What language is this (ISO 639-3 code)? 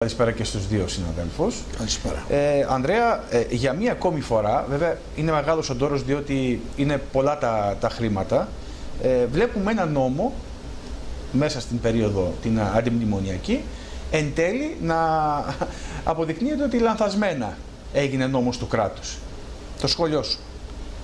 ell